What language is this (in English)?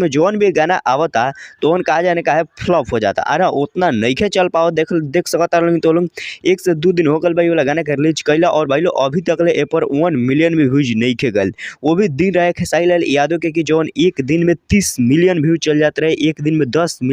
Bhojpuri